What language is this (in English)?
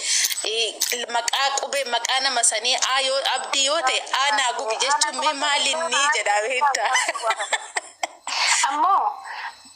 Oromo